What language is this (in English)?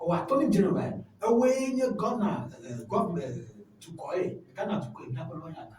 Ewe